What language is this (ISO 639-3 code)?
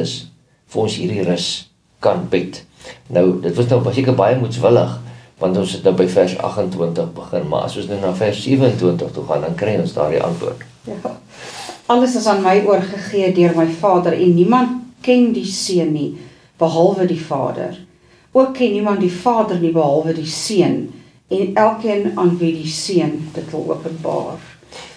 afr